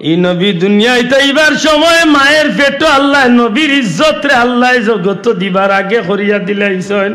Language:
Sylheti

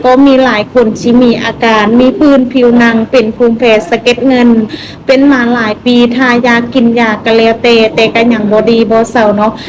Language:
Lao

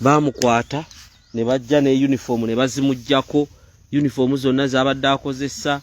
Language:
Ganda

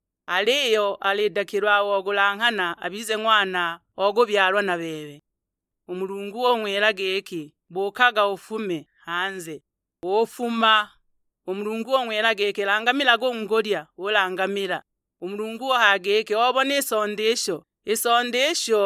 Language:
Sukuma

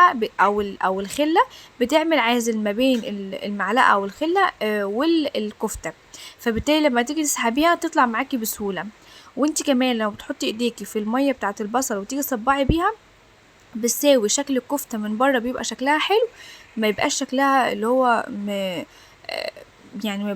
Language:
Egyptian Arabic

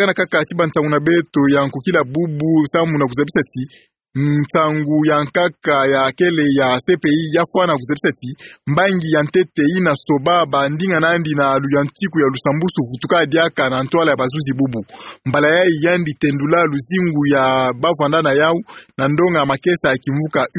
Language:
Kituba (Democratic Republic of Congo)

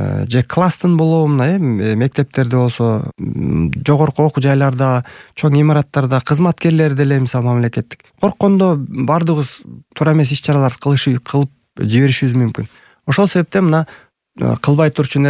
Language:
Kyrgyz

